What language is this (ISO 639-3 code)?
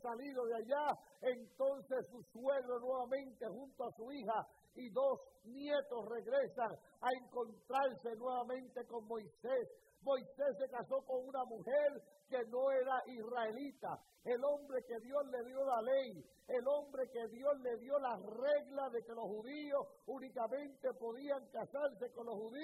spa